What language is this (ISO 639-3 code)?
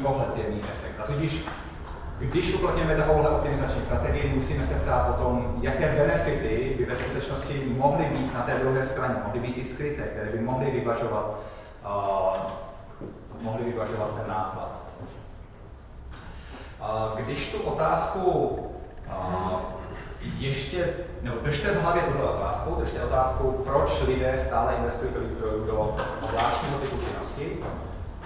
ces